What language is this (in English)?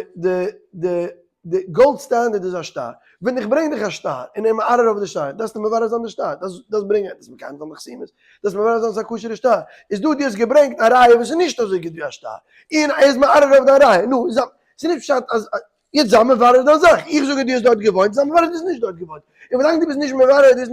Yiddish